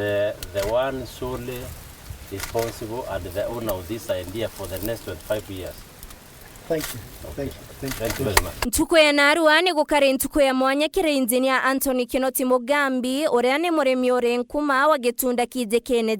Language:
Meru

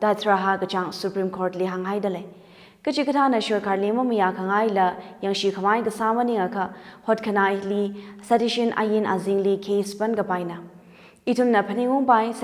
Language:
Tangkhul Naga (India)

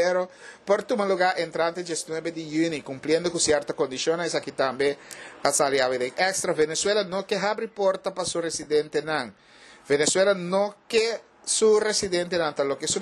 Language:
Papiamento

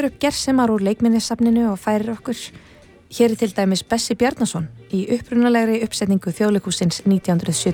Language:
Icelandic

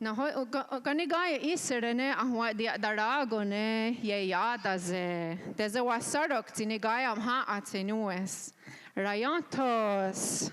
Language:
Mohawk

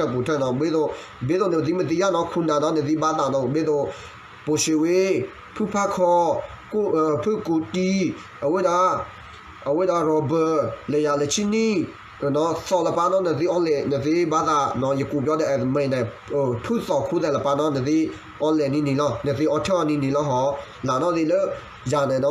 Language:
S'gaw Karen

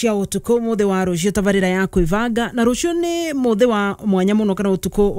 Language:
Kikuyu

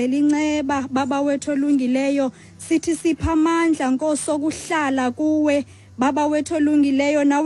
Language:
Xhosa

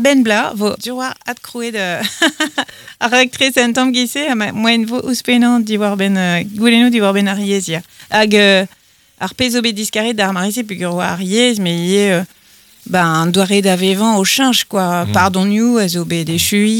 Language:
Breton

